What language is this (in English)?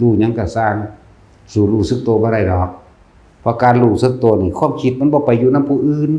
Northeastern Thai